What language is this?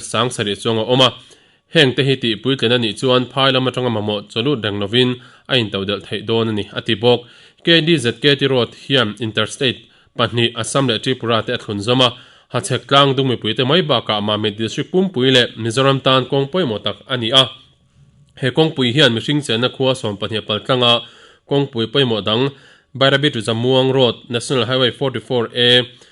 Mizo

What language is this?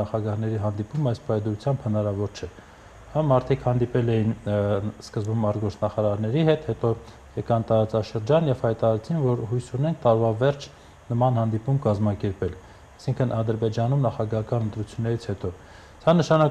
Armenian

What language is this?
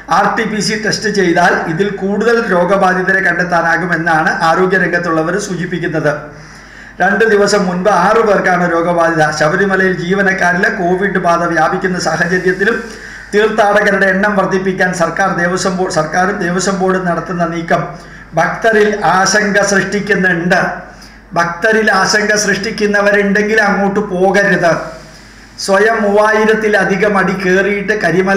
Malayalam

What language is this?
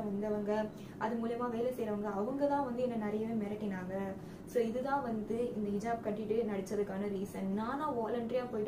Tamil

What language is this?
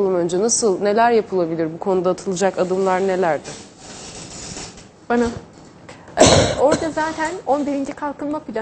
Turkish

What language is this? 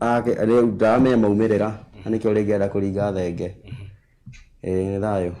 Kikuyu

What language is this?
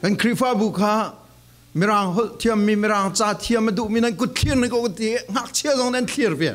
Falam Chin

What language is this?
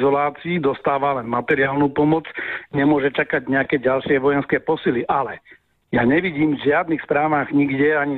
Slovak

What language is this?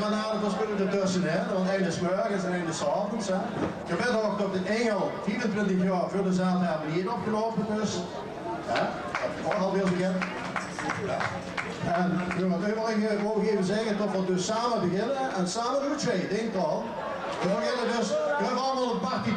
Limburgish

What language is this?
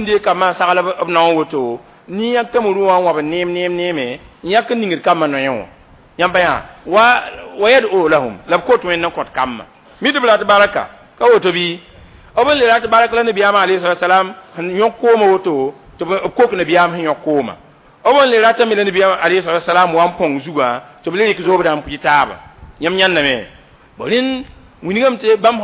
Mossi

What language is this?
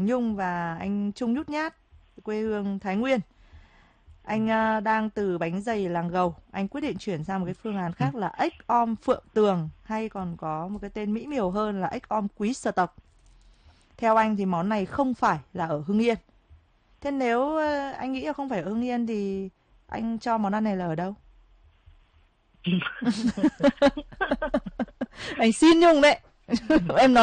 Vietnamese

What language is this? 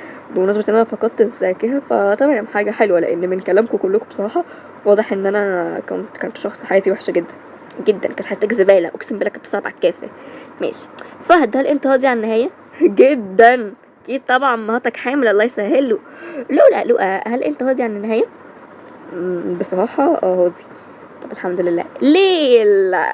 Egyptian Arabic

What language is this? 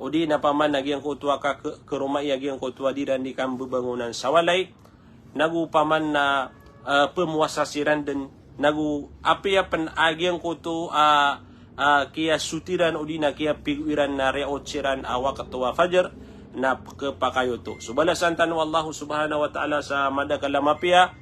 Maranao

